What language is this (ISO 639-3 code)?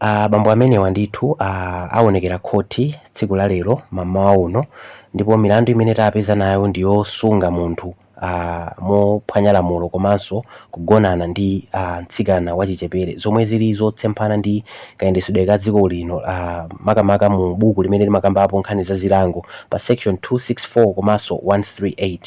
nya